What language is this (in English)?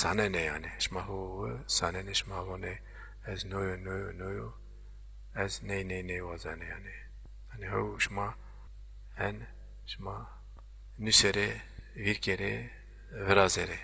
Zaza